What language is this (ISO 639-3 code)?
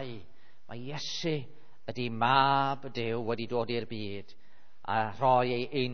cym